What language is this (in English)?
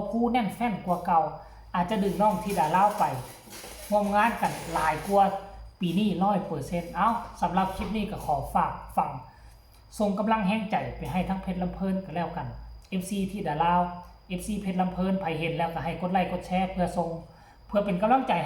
Northeastern Thai